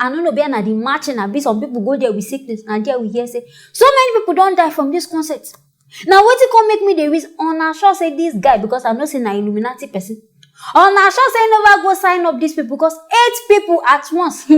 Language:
Nigerian Pidgin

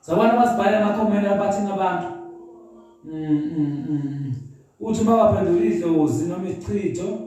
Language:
Zulu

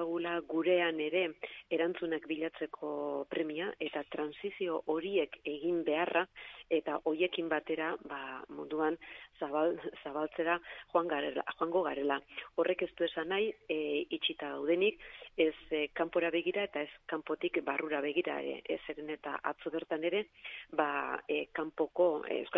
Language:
Basque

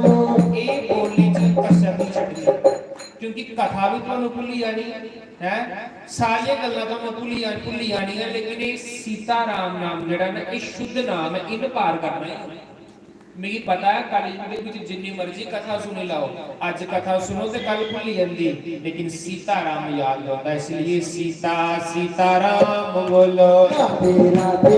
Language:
Dogri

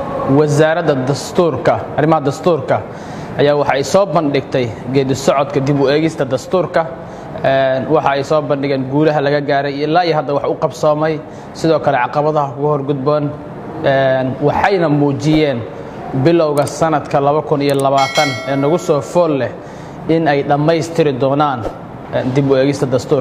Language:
Somali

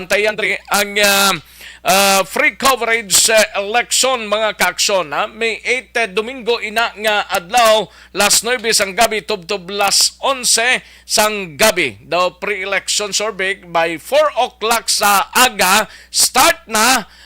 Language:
Hiligaynon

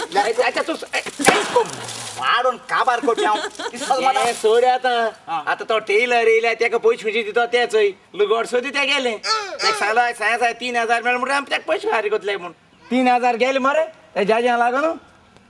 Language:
Konkani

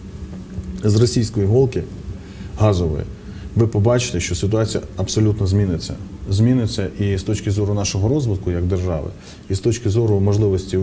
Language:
Ukrainian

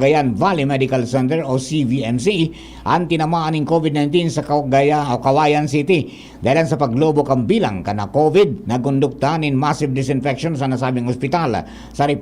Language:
Bikol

